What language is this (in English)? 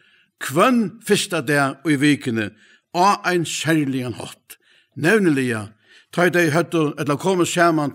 Faroese